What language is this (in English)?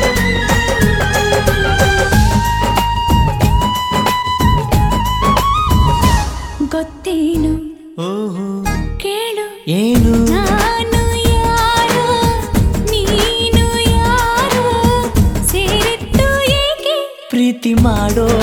Kannada